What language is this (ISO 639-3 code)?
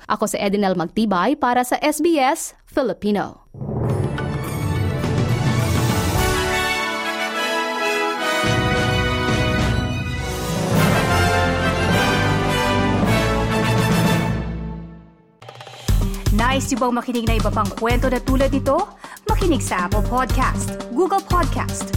fil